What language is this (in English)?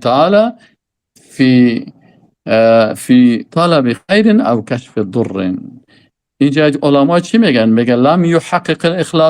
Persian